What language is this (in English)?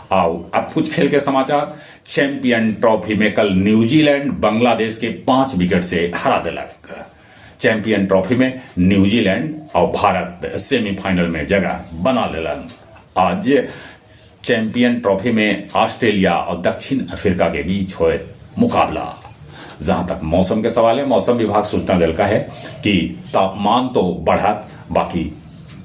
Magahi